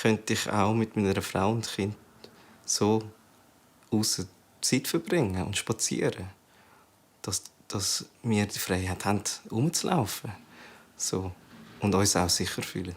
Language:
Swiss German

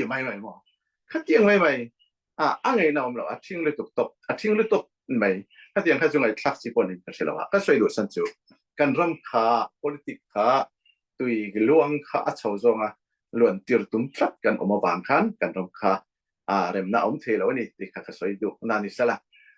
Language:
Falam Chin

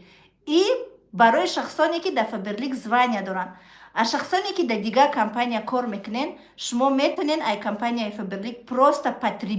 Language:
Tajik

